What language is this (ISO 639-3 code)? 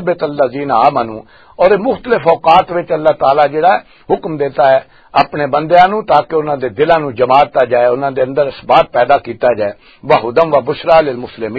lah